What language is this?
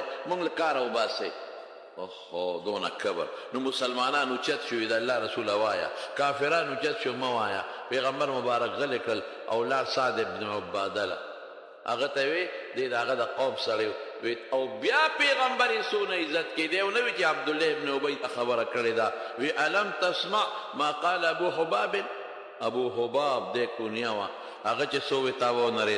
Pashto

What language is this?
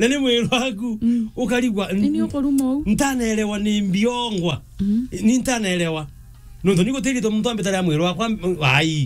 Meru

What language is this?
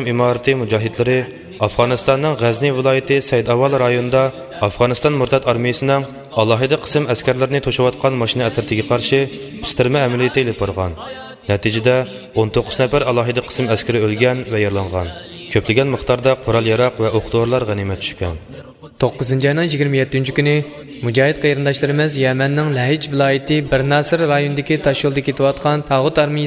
Uyghur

